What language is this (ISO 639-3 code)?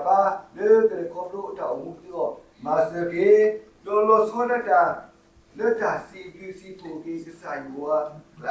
ksw